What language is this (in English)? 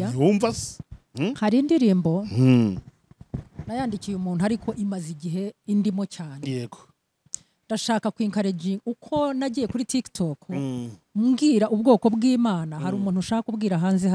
Kinyarwanda